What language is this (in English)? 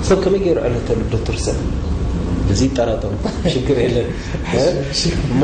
Tigrinya